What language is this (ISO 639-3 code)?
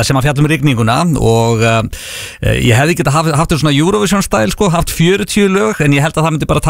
isl